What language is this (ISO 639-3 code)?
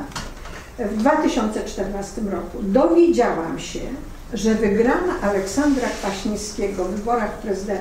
pol